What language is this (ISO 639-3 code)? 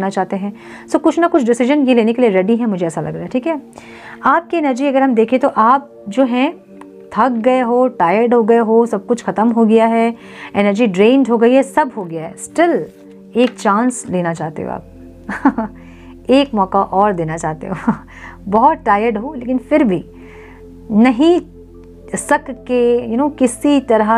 hin